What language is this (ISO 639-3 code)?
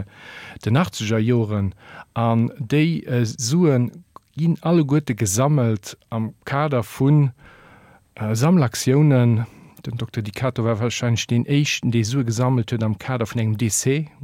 ltz